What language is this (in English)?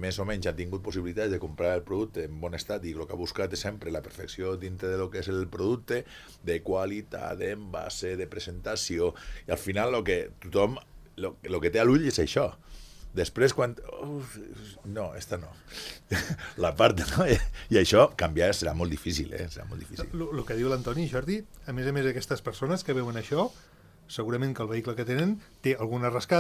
Catalan